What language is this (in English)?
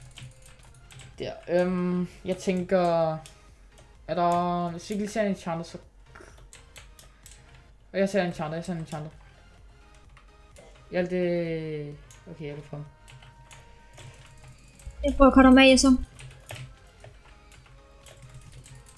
Danish